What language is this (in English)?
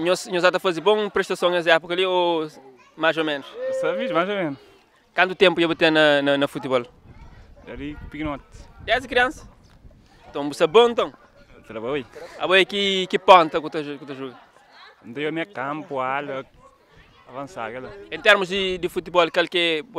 Kabuverdianu